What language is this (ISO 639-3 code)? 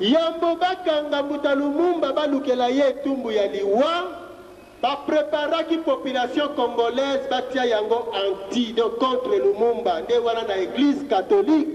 lin